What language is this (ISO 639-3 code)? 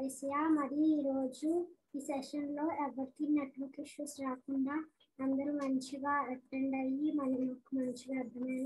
tel